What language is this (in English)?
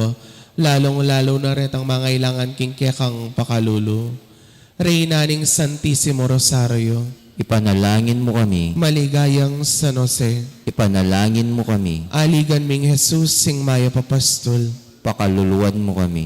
Pampanga